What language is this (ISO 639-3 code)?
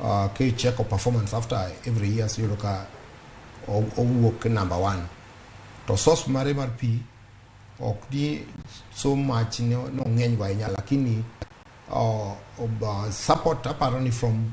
luo